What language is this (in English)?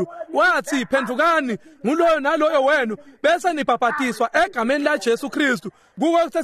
Swati